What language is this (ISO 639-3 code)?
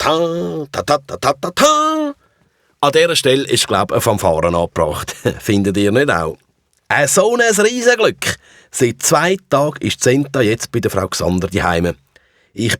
gsw